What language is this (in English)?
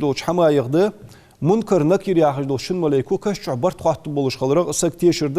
Ingush